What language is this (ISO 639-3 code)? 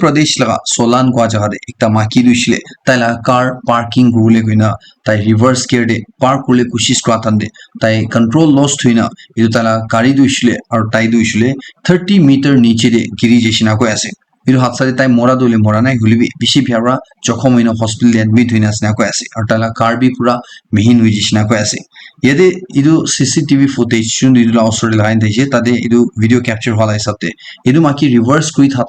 nag